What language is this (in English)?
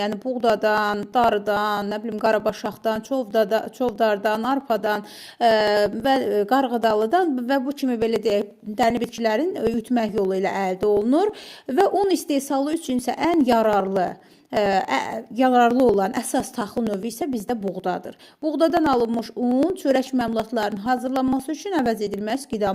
Azerbaijani